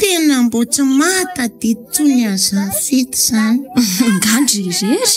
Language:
Malagasy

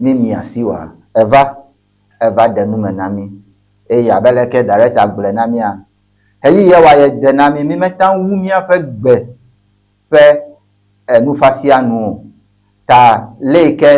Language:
Ewe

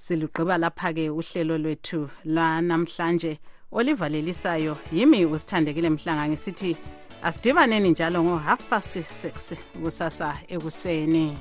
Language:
North Ndebele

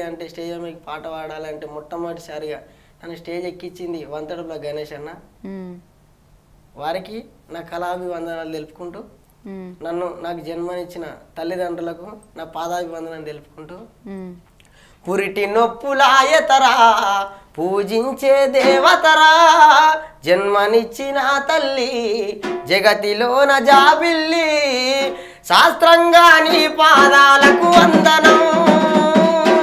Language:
Telugu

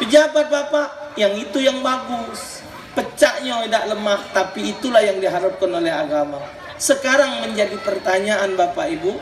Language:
Musi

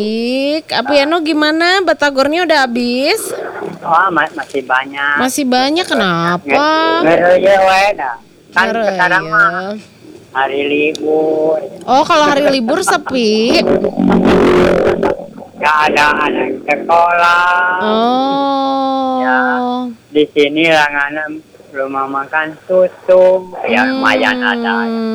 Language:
Indonesian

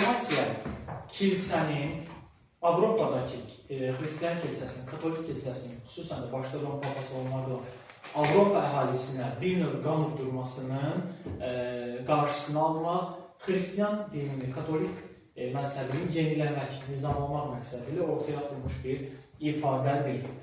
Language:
Azerbaijani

